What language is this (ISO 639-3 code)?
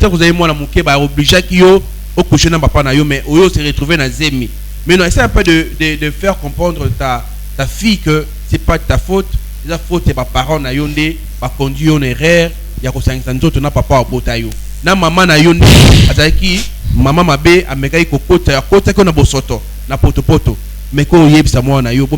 lin